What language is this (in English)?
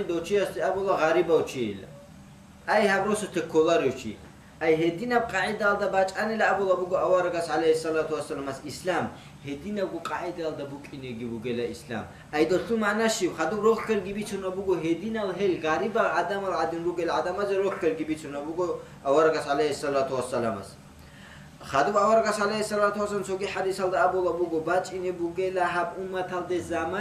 Avaric